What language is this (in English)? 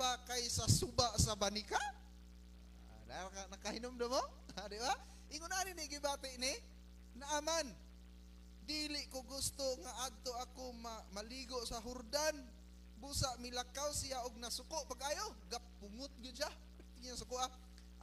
Cebuano